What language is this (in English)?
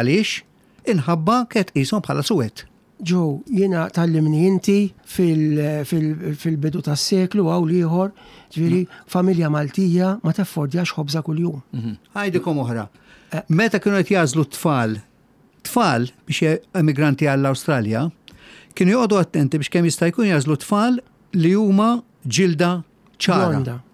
Maltese